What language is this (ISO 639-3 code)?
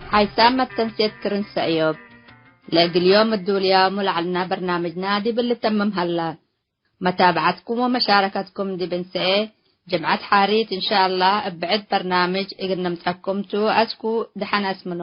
tig